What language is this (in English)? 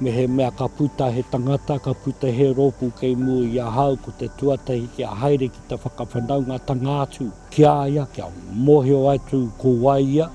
Māori